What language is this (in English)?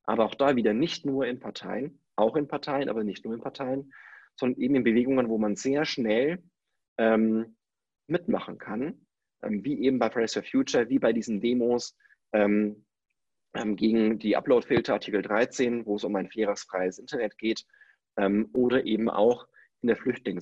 German